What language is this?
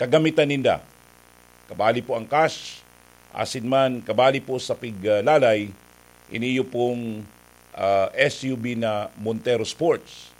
Bikol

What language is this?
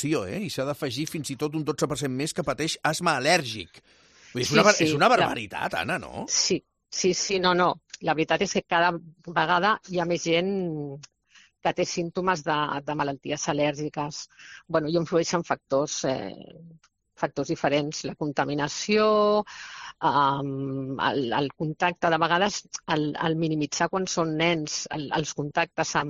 Catalan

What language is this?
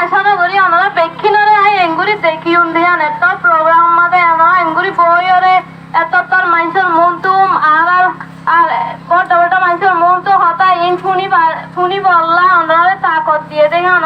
Rohingya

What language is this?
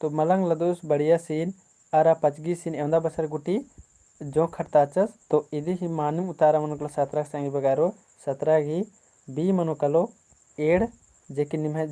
Kurukh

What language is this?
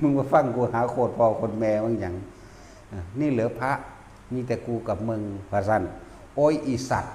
Northeastern Thai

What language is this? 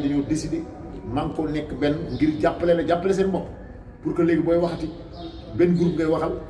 Wolof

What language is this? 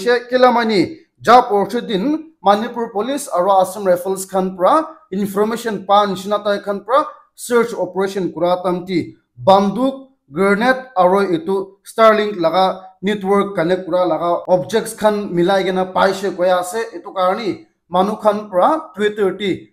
Naga Pidgin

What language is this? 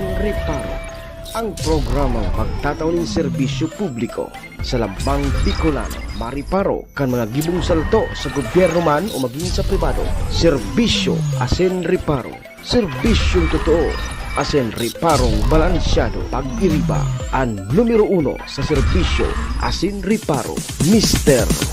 Bikol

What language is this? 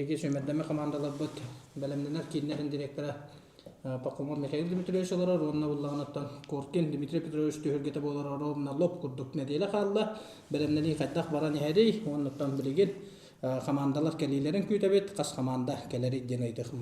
Yakut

